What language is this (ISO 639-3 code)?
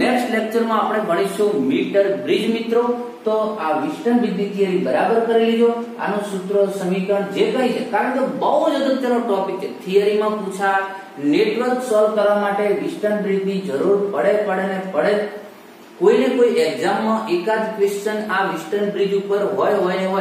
guj